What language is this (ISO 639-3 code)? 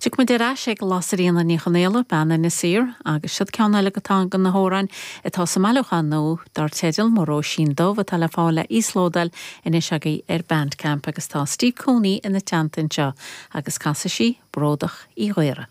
gle